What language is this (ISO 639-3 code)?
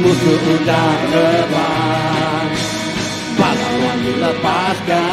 iba